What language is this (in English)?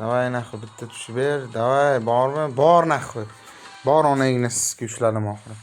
Uzbek